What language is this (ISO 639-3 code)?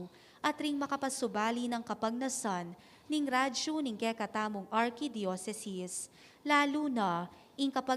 pam